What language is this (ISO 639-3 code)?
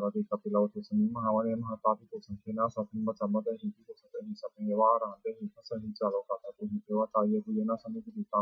pli